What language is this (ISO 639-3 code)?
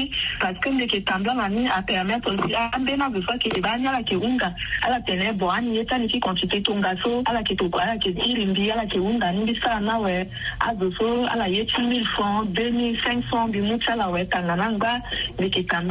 sag